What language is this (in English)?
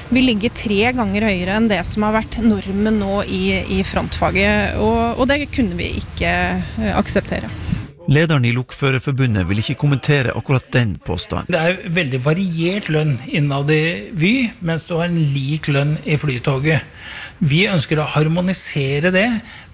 Norwegian